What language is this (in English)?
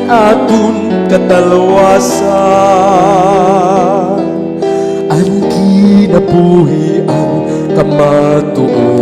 Waray